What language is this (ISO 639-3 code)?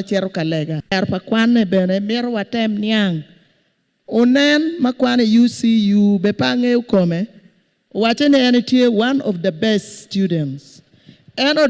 ach